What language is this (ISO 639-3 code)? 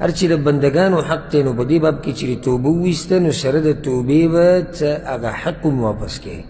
pus